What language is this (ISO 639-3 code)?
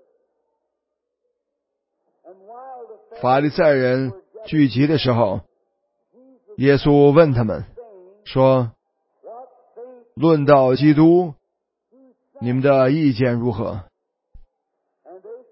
zho